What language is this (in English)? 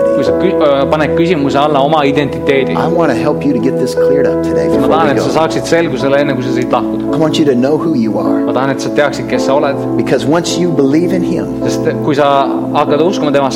Estonian